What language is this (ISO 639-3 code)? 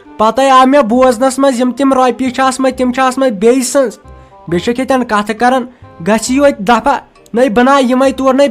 kas